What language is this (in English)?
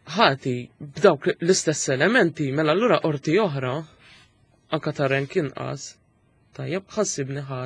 Maltese